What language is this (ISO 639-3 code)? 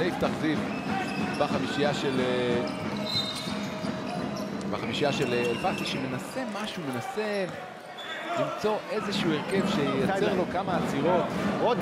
heb